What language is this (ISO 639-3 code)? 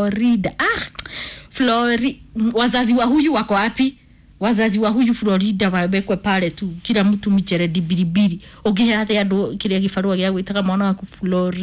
kik